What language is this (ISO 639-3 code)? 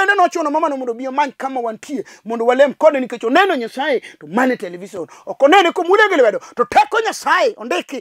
luo